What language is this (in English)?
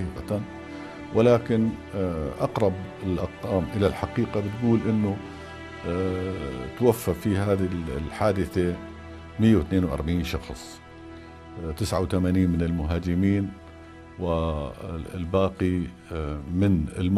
North Levantine Arabic